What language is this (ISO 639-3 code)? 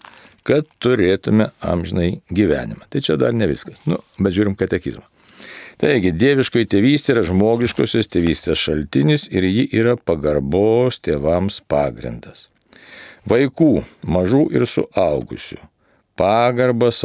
lit